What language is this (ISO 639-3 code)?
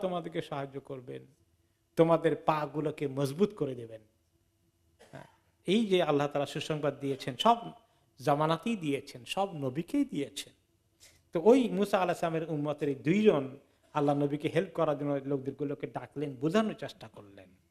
ben